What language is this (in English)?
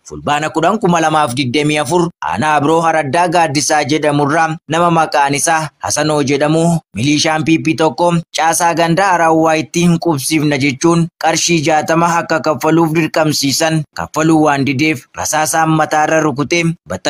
Oromo